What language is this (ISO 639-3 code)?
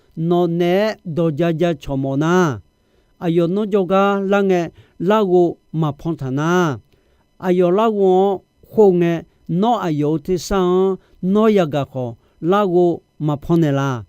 ahk